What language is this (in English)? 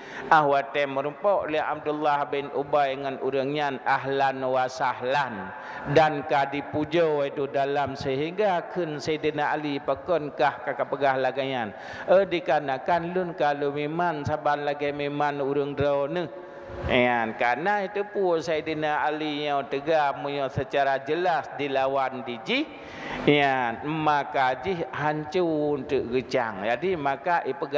Achinese